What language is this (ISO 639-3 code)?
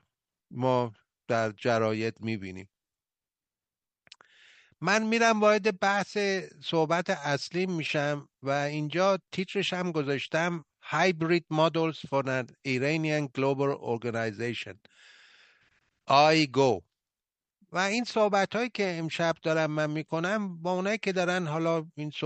fas